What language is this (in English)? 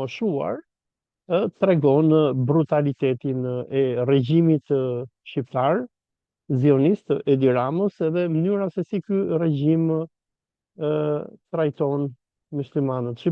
Albanian